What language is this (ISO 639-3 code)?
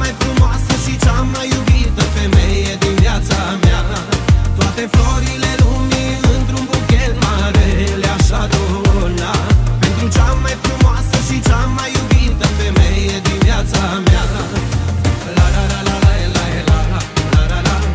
ron